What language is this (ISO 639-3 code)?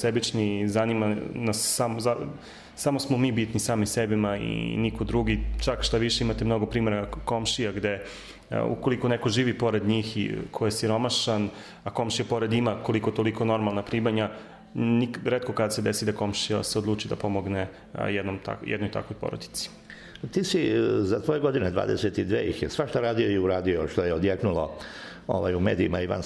srp